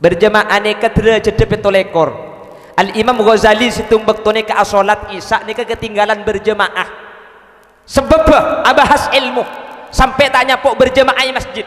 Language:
Madurese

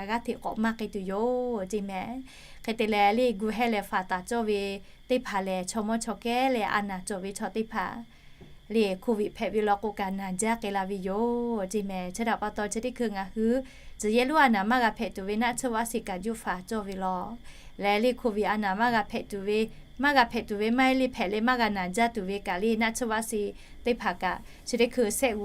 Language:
Lahu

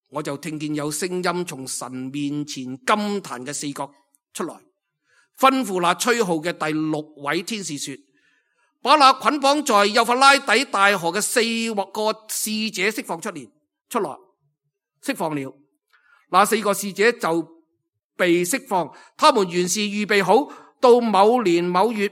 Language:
Cantonese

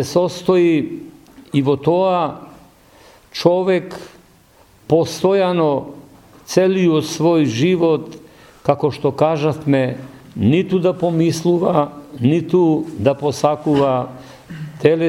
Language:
Macedonian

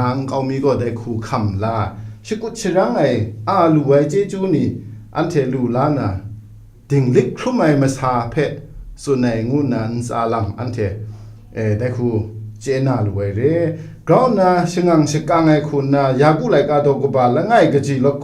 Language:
Kachin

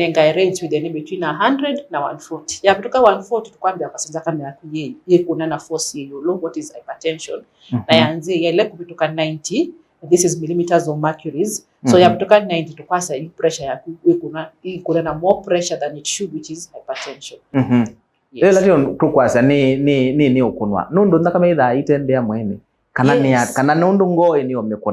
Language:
Kamba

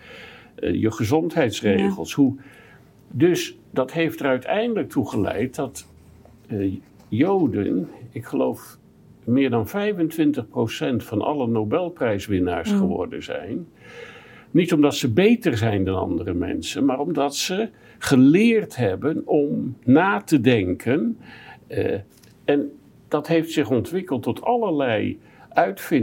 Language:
Dutch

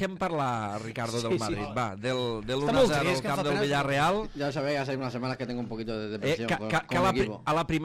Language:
Catalan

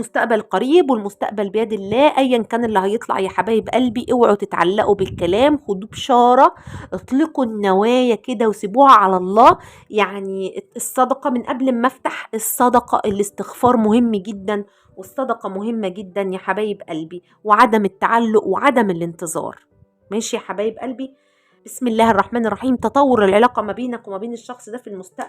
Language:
Egyptian Arabic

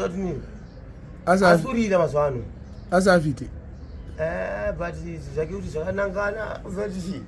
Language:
Shona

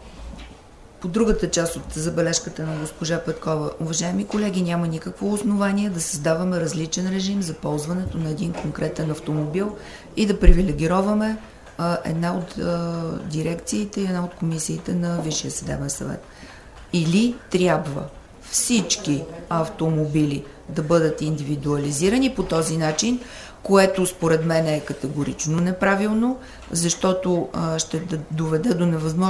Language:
Bulgarian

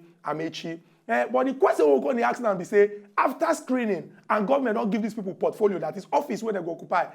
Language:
Nigerian Pidgin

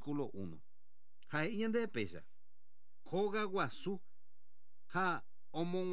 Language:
Guarani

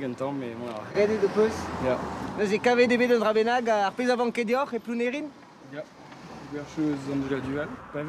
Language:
Breton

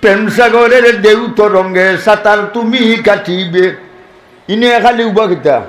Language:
Sylheti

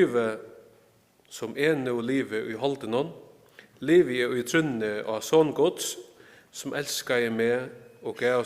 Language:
Faroese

